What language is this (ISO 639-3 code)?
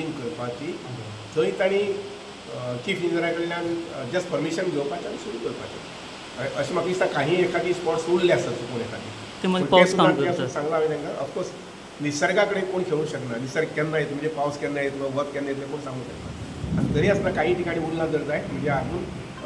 kok